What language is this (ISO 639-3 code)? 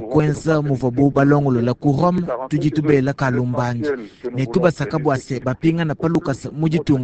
lua